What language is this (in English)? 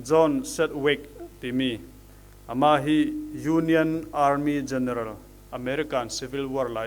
Falam Chin